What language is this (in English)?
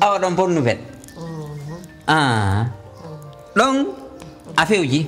Pular